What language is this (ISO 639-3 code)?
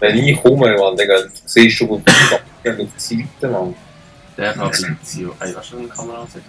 gsw